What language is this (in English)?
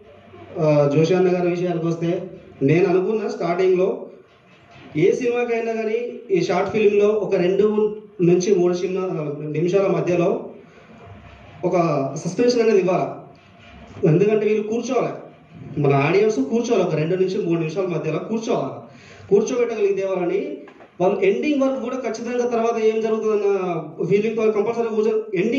Telugu